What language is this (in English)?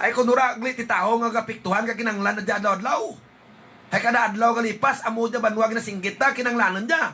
Hiligaynon